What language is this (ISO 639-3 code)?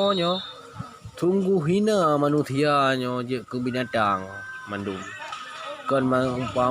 ace